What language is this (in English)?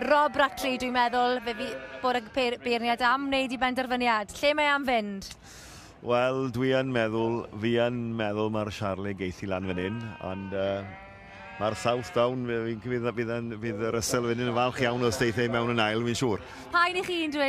Welsh